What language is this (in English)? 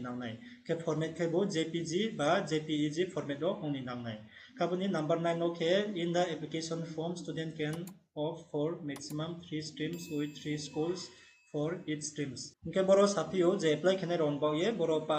Riang (India)